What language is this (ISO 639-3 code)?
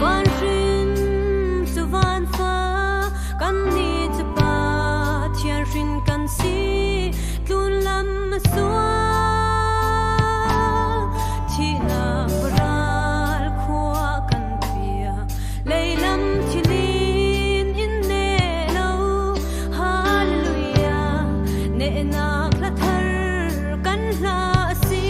cfm